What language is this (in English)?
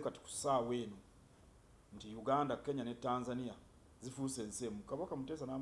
Ganda